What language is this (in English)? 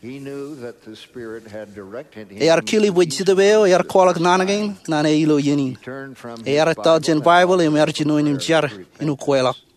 Marshallese